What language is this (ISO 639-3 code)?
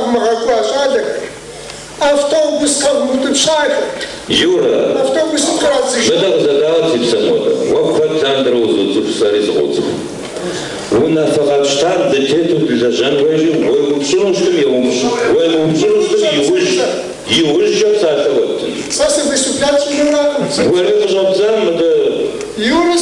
kbd